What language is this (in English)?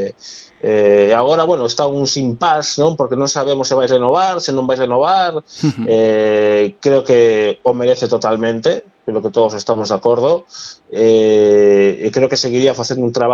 Galician